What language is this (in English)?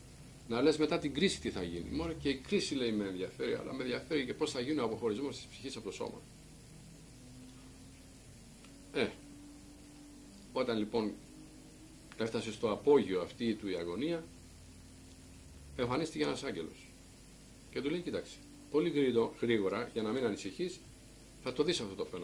Greek